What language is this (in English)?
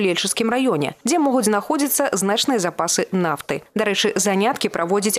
Belarusian